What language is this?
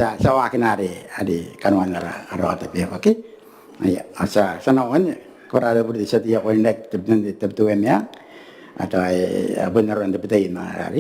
Gilbertese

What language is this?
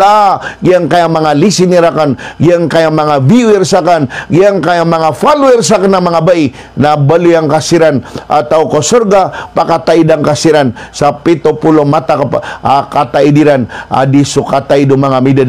Maranao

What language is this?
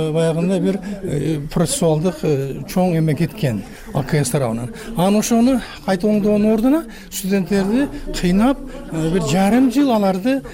Kyrgyz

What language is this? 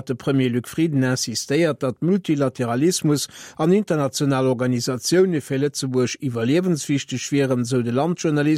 Luxembourgish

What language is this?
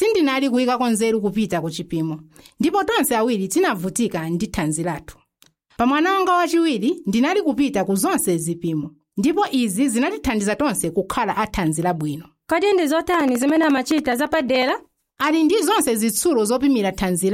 Nyanja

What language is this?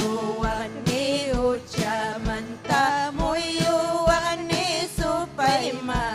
Ayacucho Quechua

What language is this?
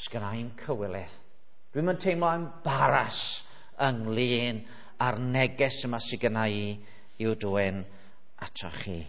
Welsh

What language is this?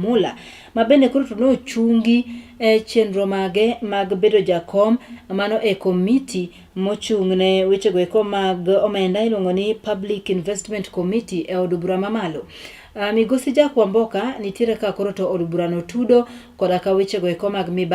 Luo (Kenya and Tanzania)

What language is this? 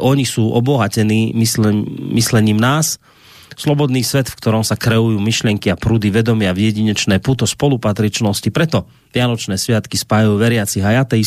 Slovak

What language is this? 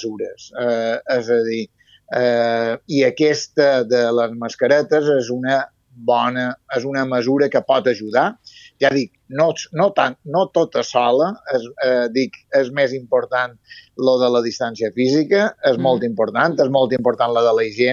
Catalan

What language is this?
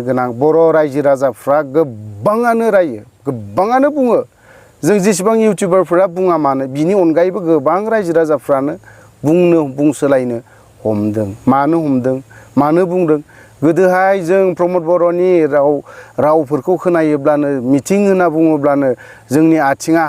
Bodo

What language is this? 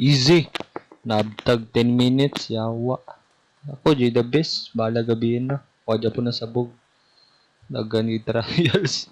Cebuano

